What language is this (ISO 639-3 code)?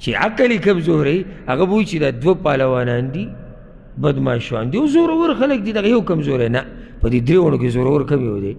pus